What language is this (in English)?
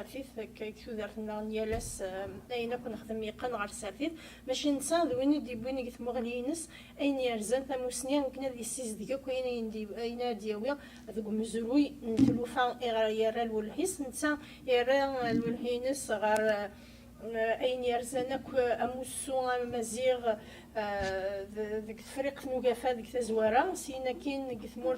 Kabyle